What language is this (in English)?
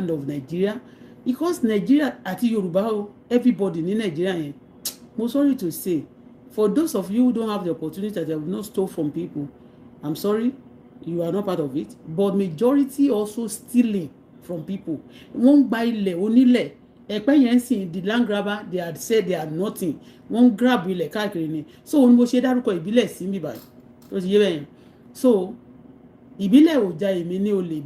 Yoruba